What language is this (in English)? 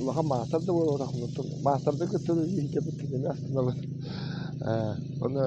Yakut